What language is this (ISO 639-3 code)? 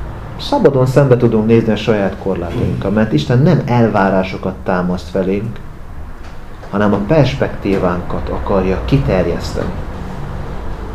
hun